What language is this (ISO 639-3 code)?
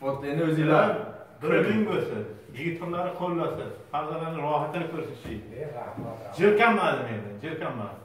uzb